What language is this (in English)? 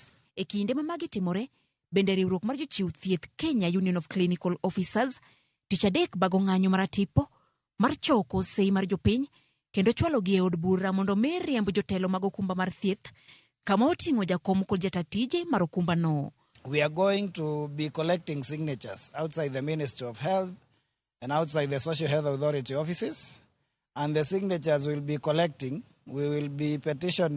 Luo (Kenya and Tanzania)